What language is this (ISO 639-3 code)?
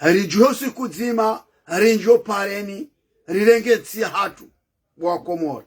zdj